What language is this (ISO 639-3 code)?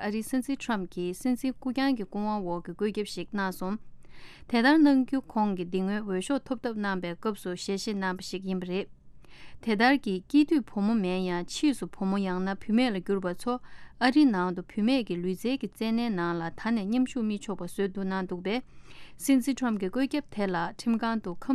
bod